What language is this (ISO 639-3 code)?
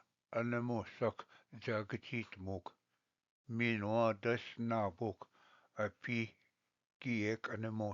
oji